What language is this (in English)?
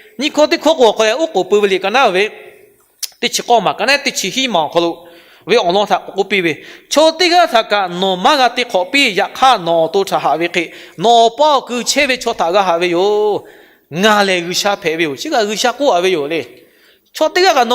Lahu